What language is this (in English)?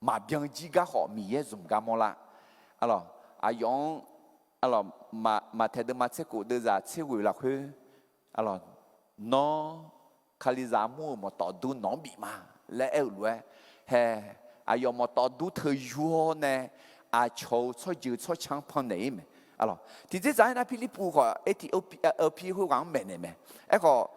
Akha